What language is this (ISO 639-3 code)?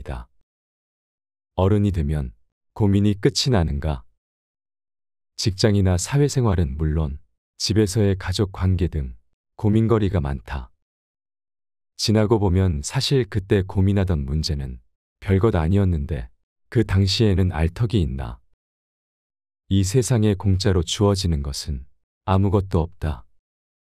kor